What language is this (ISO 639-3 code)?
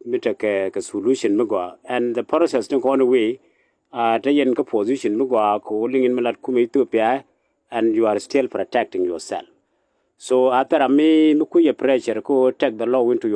nus